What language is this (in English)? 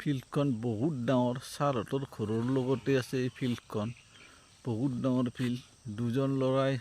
Assamese